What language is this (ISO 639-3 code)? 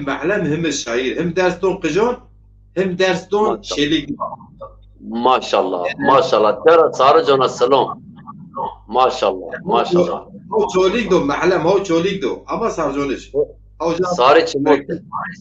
zza